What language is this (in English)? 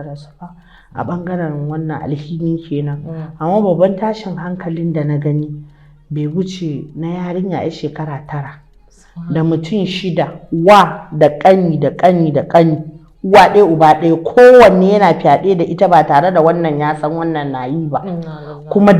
Hausa